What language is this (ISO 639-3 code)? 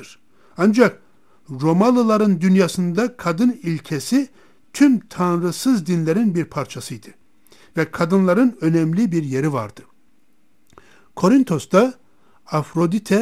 tur